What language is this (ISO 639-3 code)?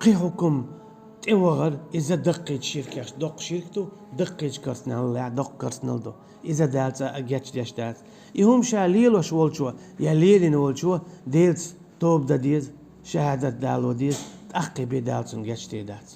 che